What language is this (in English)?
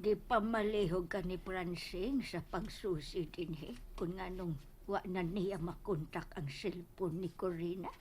Cebuano